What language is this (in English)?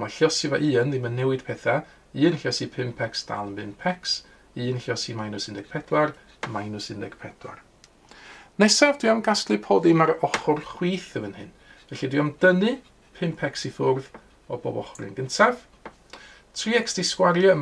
Welsh